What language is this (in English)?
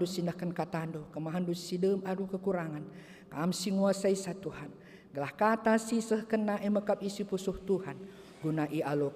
Batak Karo